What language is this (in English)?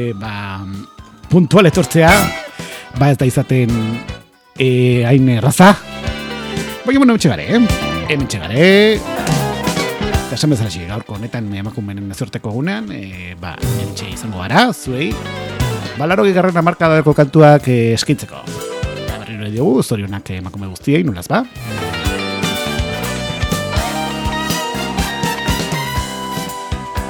Basque